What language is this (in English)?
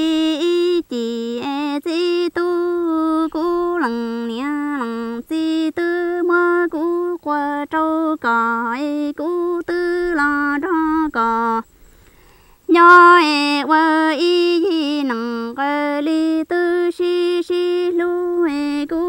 Vietnamese